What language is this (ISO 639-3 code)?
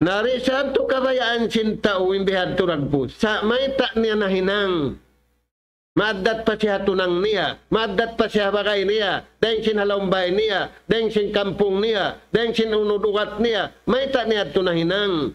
tsg